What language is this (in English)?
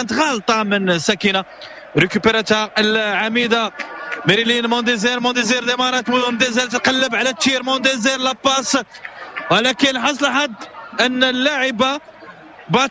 Moroccan Arabic